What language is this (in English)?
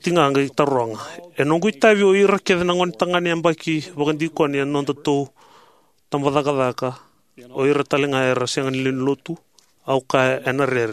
Fijian